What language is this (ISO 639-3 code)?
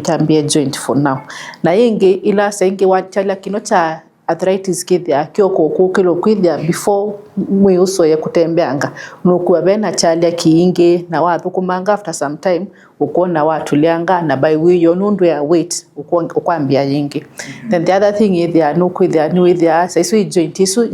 kam